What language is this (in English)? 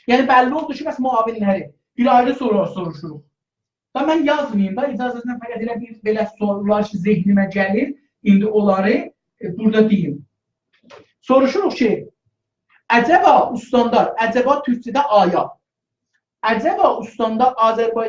South Azerbaijani